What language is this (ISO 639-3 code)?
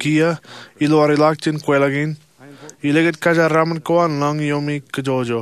mah